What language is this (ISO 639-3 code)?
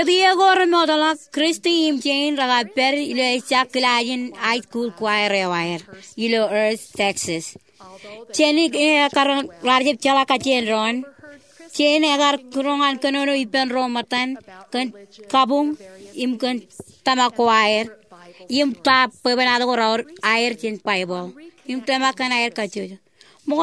mah